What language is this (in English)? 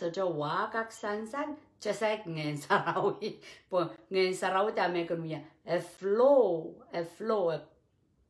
Pohnpeian